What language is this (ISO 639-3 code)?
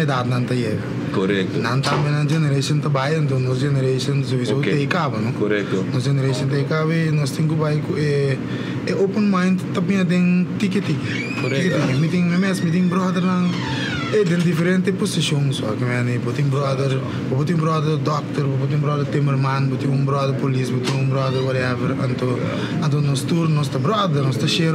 pap